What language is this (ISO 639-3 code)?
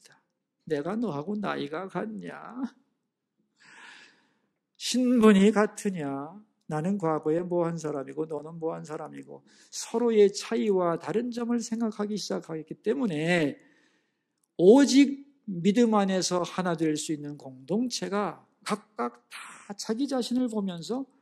kor